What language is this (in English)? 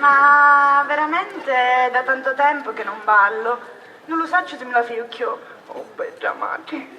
Sicilian